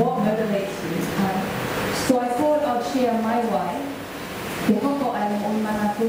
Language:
Tongan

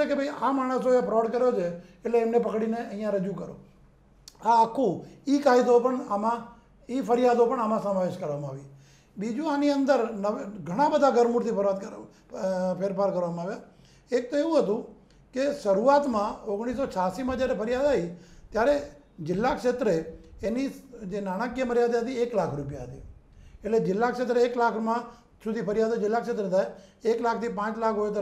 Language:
Gujarati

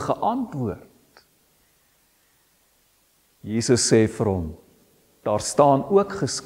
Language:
Afrikaans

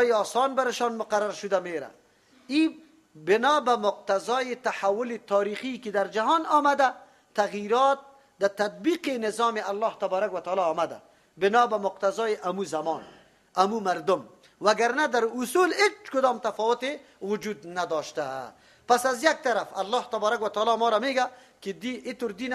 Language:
Persian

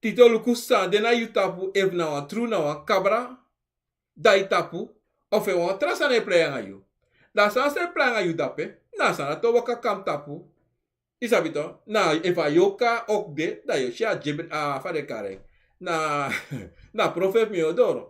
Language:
Sranan Tongo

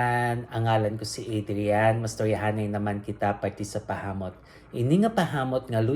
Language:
Hiligaynon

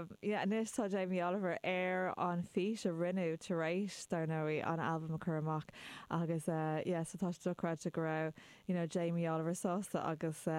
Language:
Irish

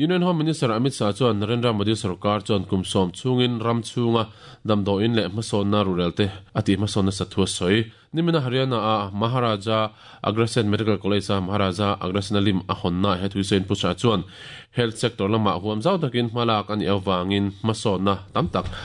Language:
Mizo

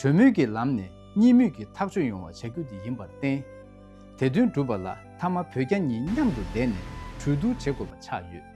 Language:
Tibetan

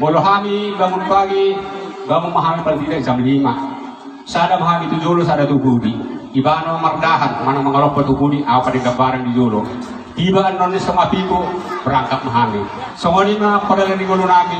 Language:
Batak Toba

